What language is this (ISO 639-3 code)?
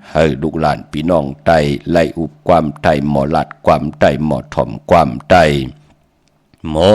shn